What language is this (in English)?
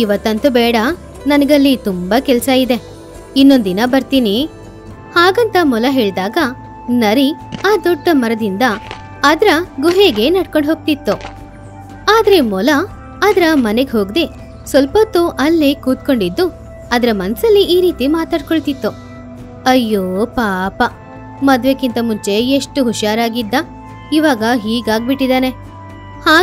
Kannada